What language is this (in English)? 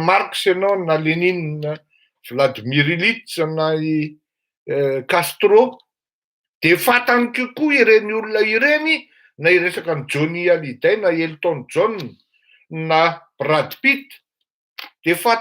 Malagasy